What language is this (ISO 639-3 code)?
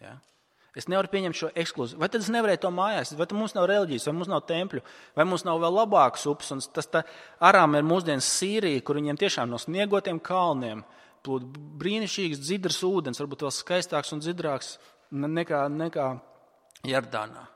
lav